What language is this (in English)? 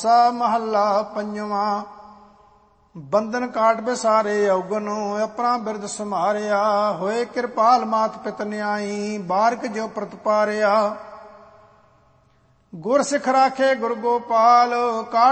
Punjabi